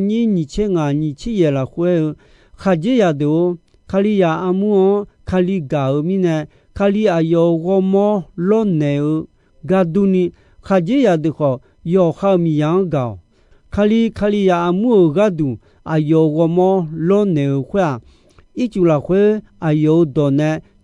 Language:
Akha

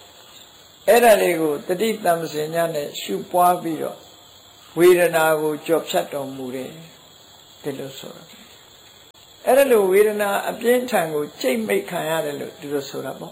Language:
Burmese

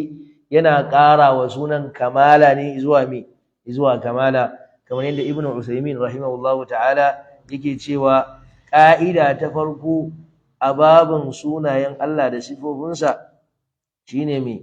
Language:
Hausa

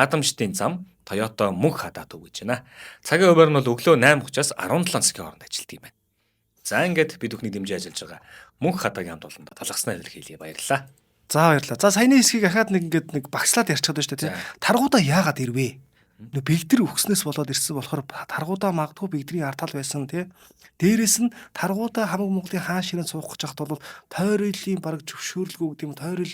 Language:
Mongolian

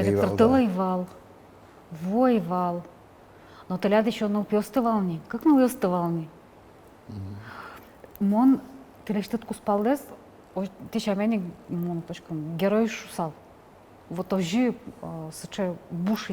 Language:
Udmurt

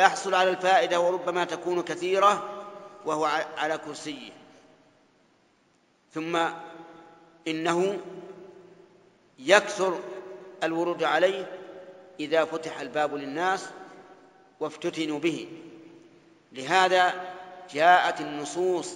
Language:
Arabic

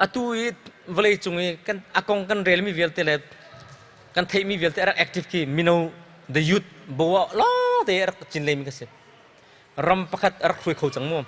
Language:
Hakha Chin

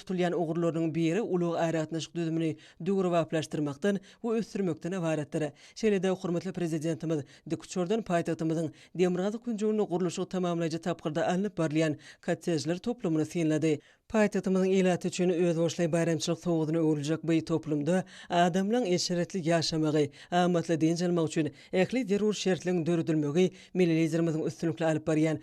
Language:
Turkmen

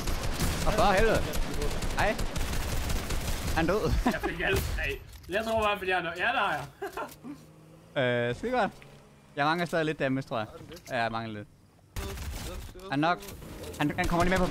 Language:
Danish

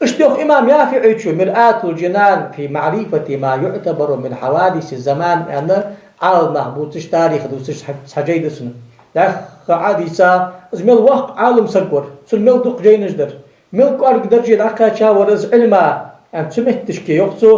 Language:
Ingush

